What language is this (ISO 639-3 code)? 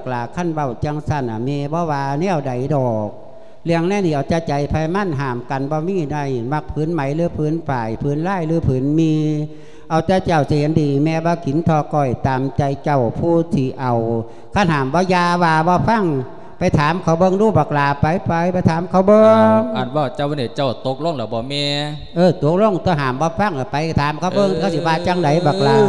lao